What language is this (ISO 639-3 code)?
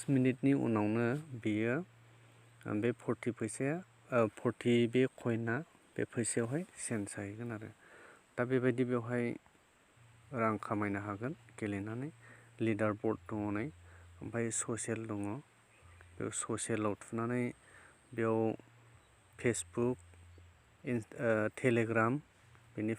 brx